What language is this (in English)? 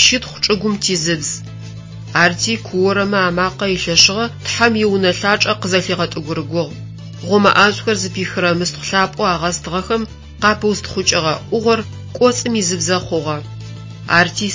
Adyghe